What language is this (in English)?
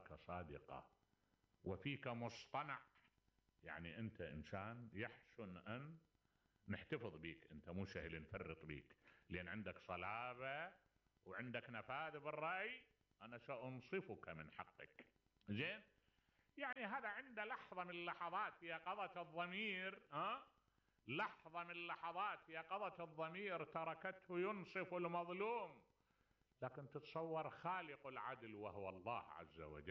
Mesopotamian Arabic